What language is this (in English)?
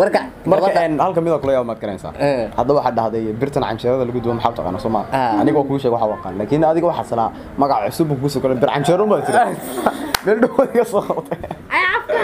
Somali